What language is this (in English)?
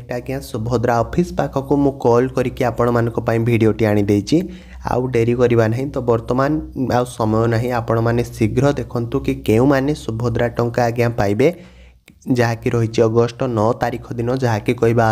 Odia